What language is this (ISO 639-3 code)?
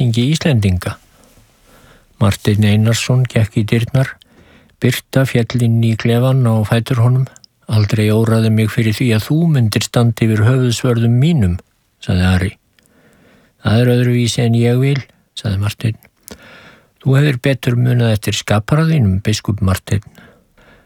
isl